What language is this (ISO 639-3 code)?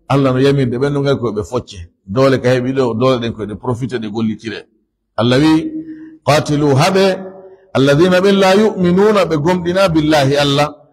ful